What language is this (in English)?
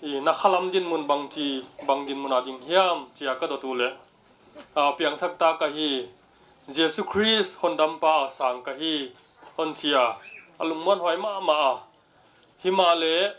Tedim Chin